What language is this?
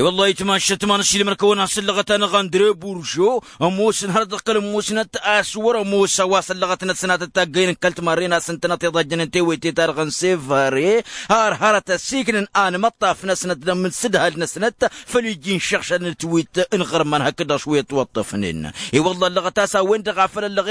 Tamasheq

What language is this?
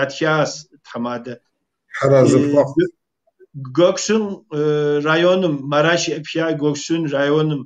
Kabardian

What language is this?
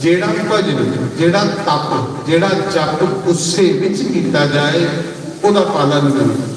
Dogri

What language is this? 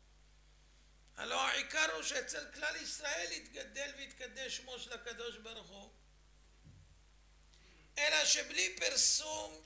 Hebrew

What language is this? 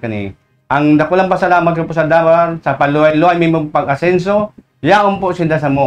Bikol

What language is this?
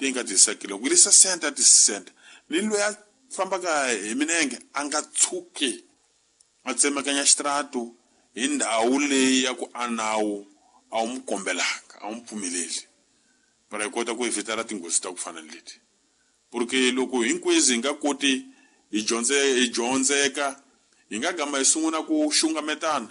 Tsonga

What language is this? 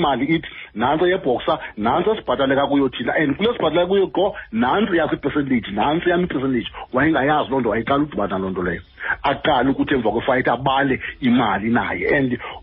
Xhosa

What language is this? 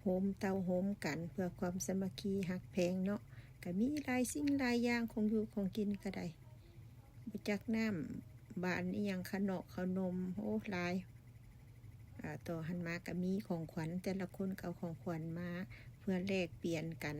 Lao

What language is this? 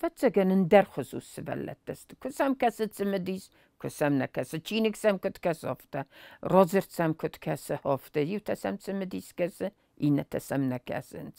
Ossetic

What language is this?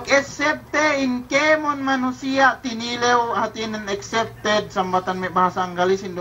Yakan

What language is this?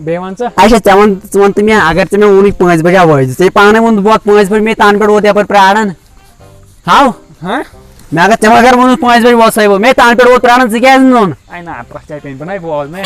Kashmiri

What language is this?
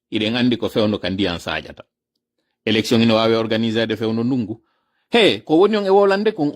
Pular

